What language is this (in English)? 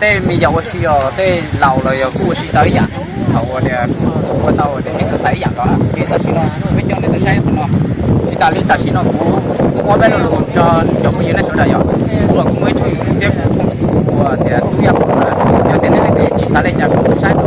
Hmong